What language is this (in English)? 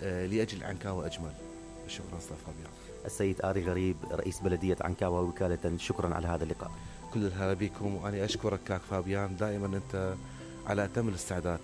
Mesopotamian Arabic